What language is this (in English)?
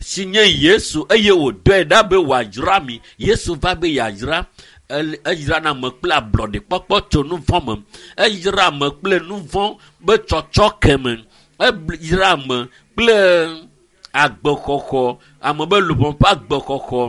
Ewe